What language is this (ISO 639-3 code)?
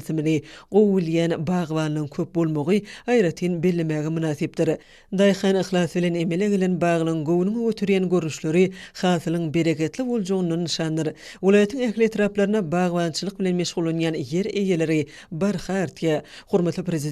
tuk